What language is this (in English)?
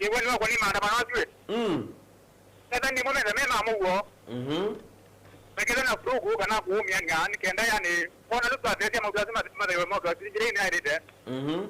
Kamba